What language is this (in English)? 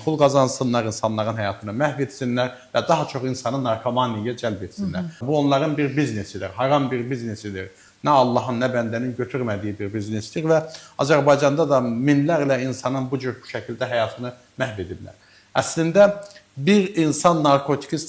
Azerbaijani